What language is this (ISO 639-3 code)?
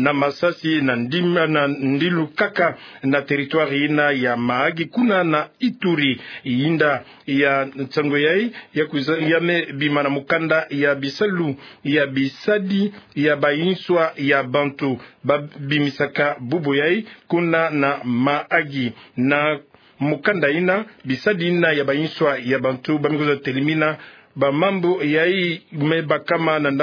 ktu